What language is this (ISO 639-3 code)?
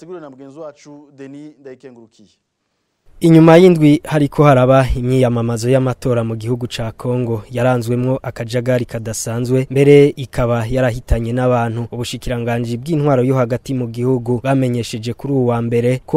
run